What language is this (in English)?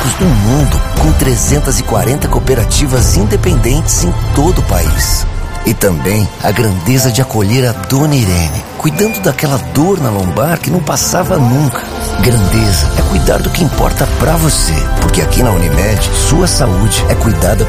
Portuguese